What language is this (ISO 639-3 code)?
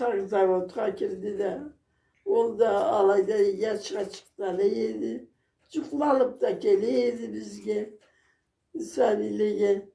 krc